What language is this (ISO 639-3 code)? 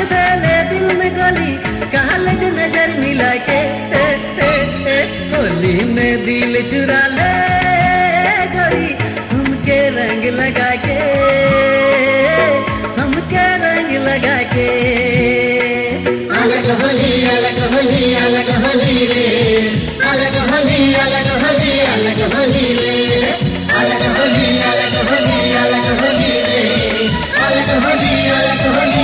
bho